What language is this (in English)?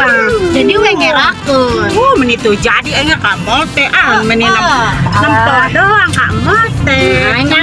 Sundanese